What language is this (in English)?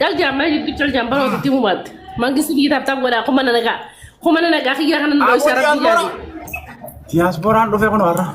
Oromo